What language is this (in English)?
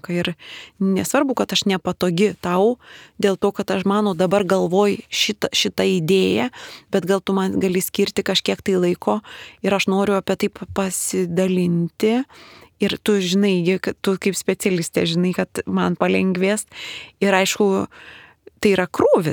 Lithuanian